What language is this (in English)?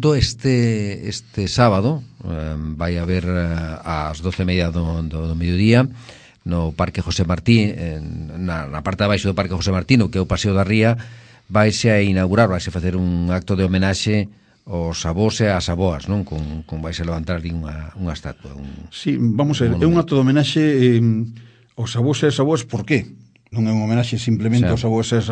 Galician